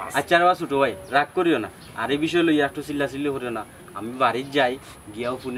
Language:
Sylheti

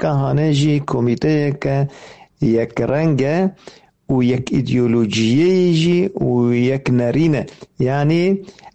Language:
Kurdish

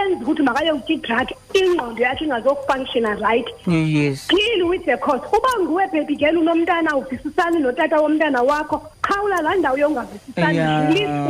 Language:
Xhosa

